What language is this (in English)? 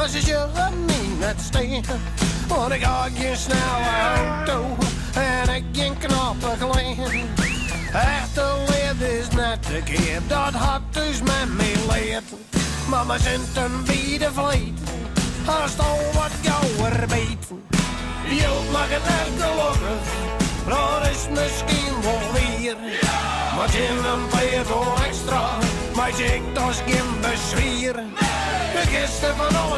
Western Frisian